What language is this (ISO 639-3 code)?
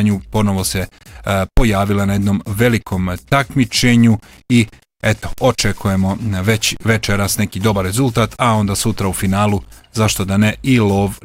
bos